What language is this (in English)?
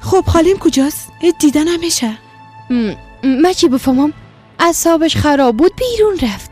Persian